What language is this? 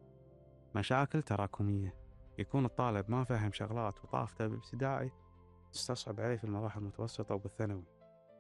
Gulf Arabic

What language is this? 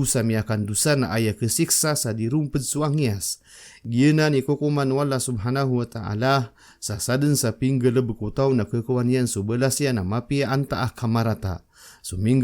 Maranao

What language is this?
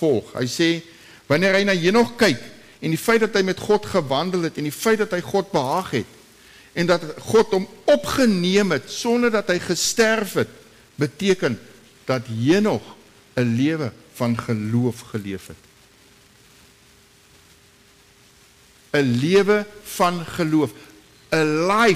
Afrikaans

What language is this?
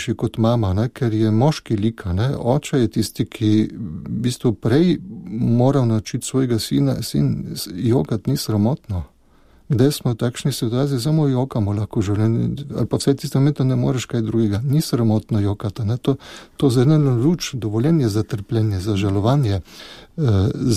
Slovenian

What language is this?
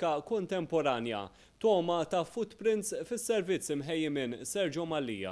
Maltese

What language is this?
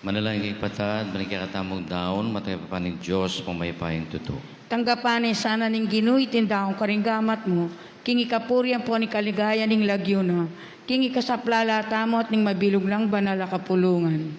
Pampanga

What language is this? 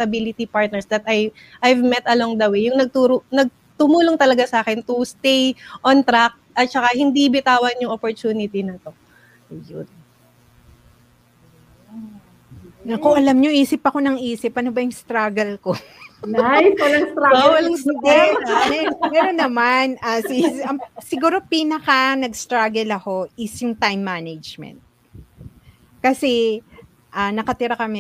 Filipino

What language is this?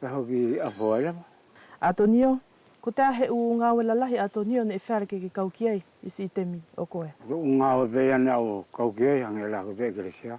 Wallisian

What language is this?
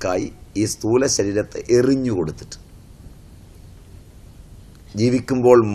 Malayalam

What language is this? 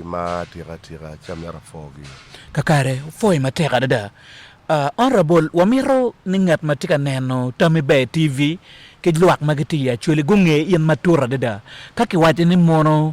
Acoli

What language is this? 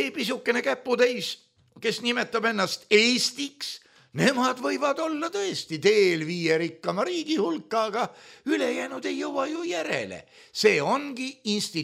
Estonian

